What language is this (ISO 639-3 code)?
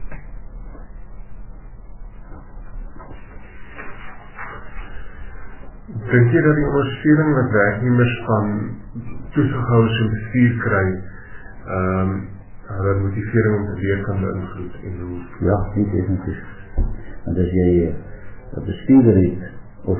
afr